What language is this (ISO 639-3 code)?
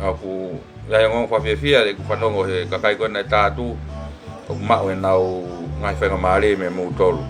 ton